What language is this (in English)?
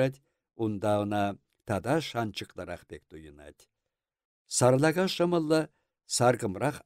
Chuvash